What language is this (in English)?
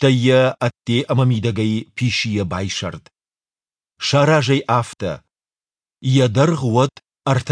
Ossetic